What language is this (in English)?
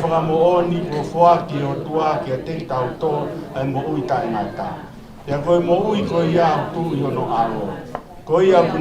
Tongan